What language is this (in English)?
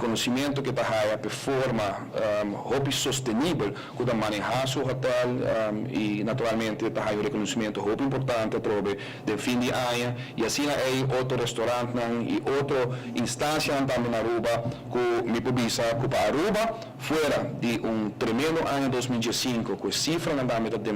Papiamento